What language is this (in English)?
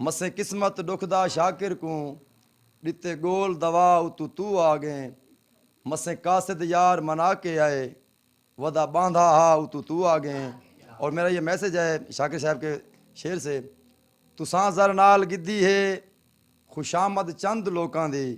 Saraiki